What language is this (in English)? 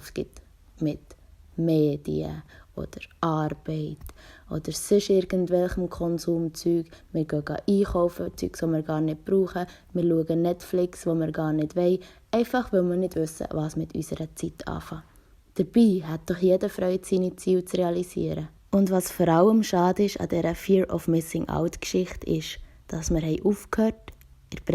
Swiss German